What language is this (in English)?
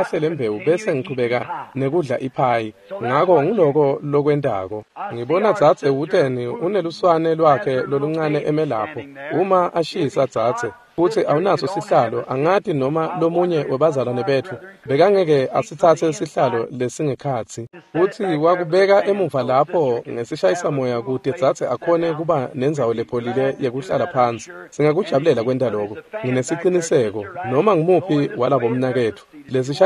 Swati